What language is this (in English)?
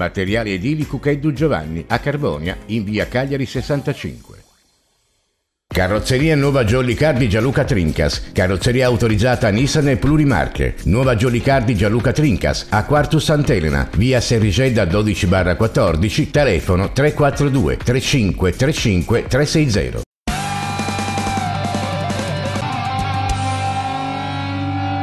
Italian